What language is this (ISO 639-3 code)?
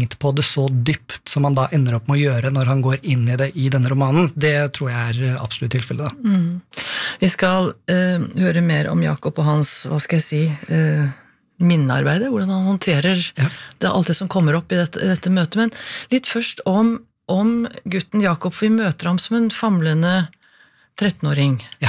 nor